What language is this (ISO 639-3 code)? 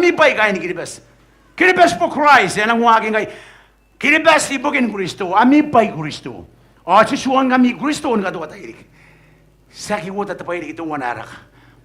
gil